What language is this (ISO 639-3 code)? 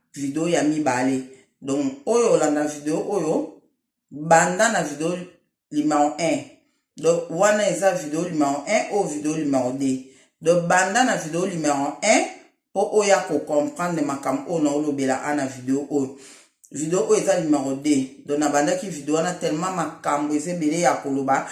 lin